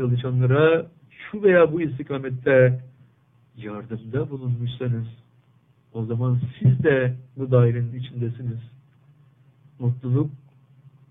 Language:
Turkish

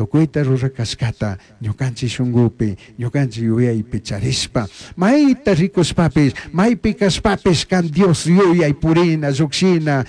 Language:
Chimborazo Highland Quichua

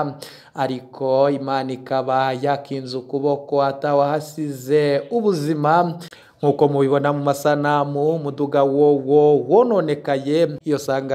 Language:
Rundi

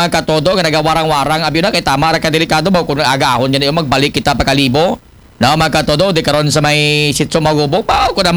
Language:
Aklanon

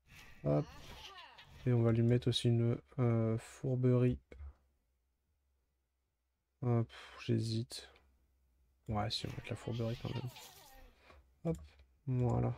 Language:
French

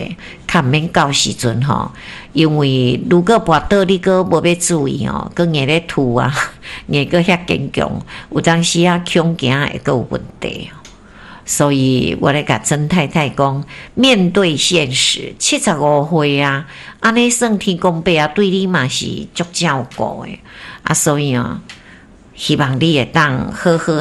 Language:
Min Nan Chinese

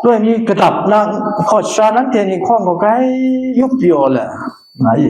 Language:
Kachin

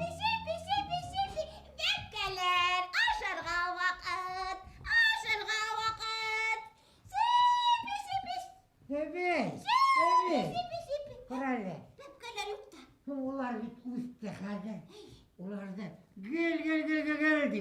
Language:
Bashkir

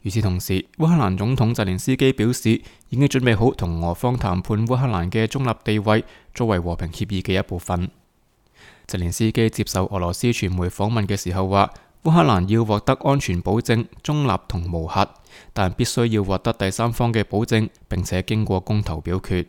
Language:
Cantonese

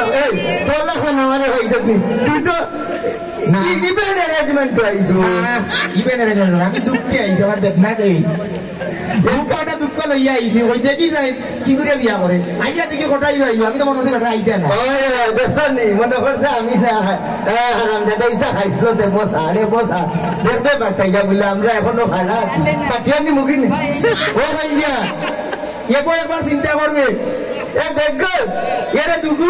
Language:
Sylheti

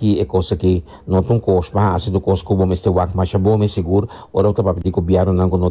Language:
Papiamento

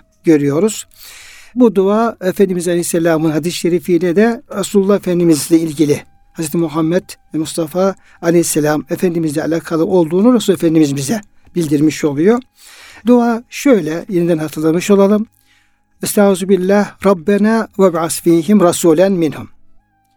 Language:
Turkish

